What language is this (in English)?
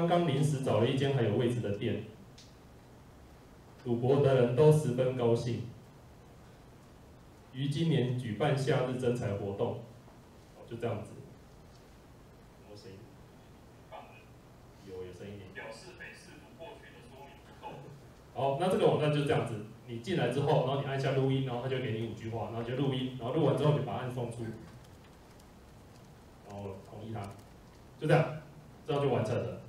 Chinese